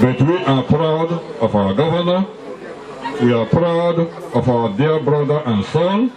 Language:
Igbo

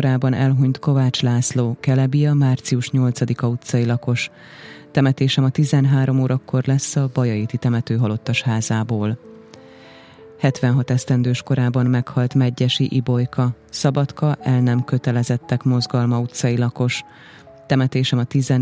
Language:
Hungarian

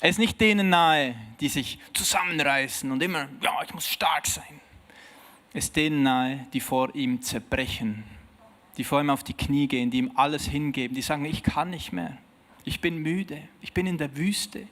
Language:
Swiss German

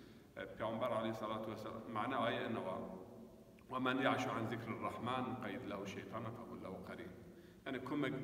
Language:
Zaza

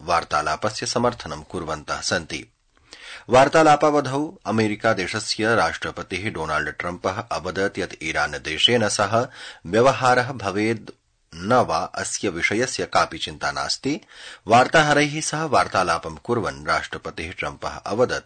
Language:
Sanskrit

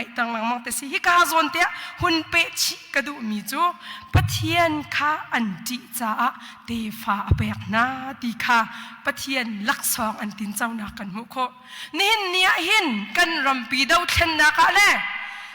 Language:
Hakha Chin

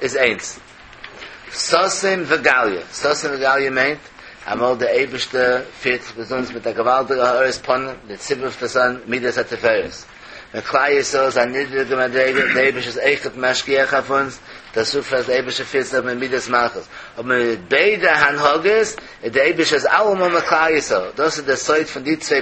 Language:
Yiddish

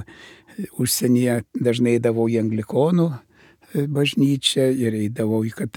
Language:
Lithuanian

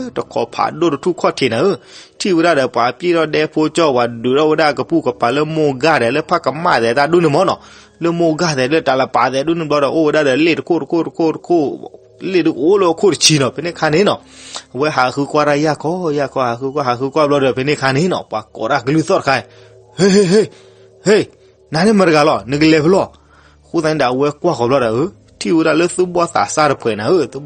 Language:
S'gaw Karen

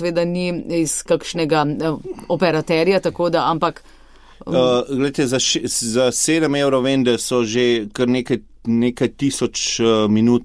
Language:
Slovenian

